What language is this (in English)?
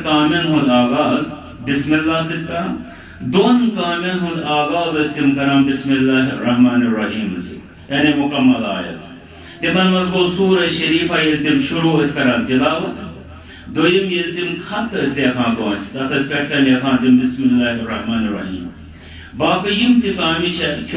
Kashmiri